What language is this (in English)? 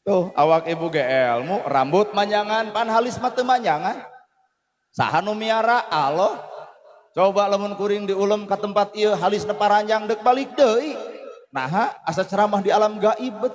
Sundanese